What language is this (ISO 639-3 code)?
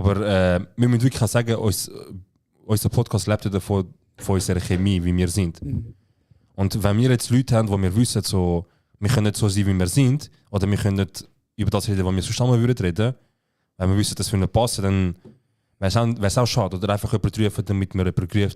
gsw